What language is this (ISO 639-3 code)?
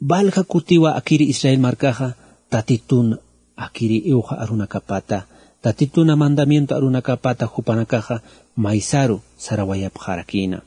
aym